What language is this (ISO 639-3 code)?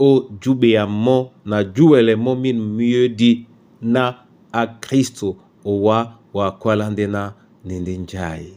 dua